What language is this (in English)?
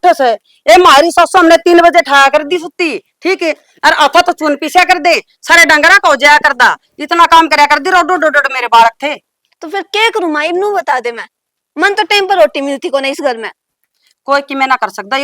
Haryanvi